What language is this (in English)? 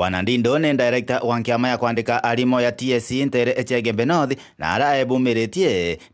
Meru